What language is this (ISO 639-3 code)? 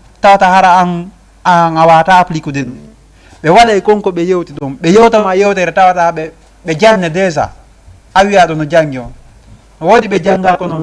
ful